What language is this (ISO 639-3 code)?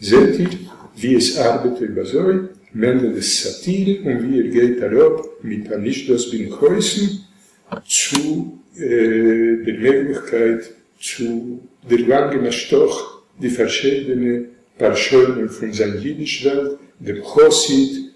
yid